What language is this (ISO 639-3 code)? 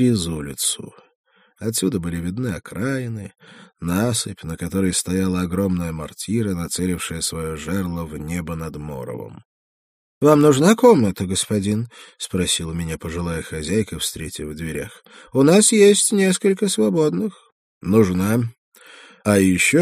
rus